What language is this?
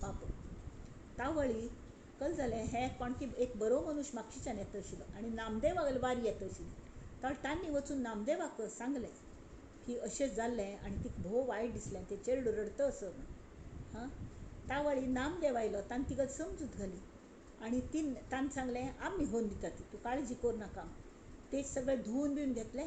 Konkani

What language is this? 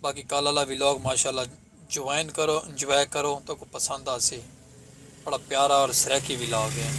Saraiki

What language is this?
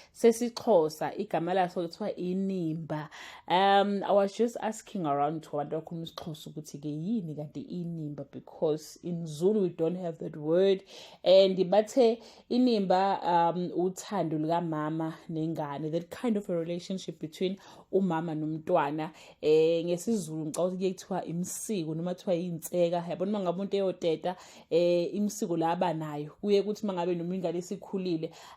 Zulu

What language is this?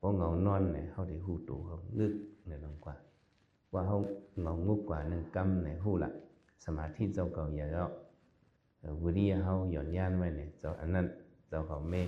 Shan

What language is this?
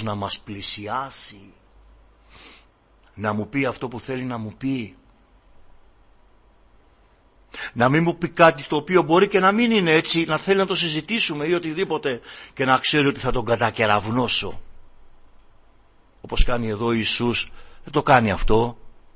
Greek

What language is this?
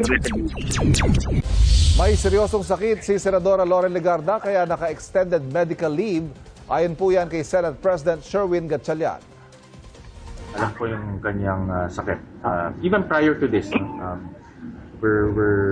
Filipino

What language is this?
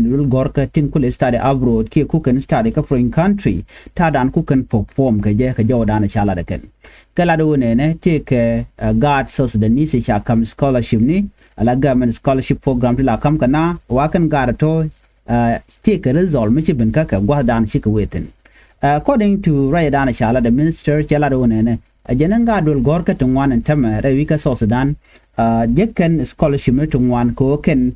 Nuer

